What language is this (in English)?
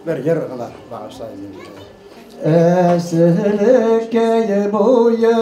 Bashkir